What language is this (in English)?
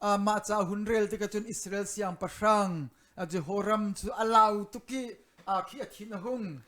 Hakha Chin